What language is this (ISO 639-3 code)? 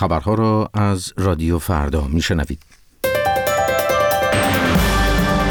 fas